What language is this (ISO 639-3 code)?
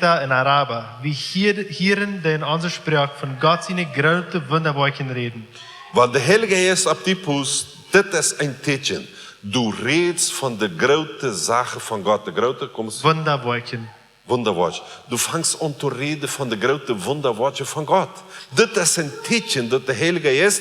pdt